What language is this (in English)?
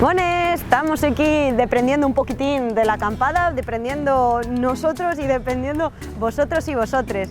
Asturian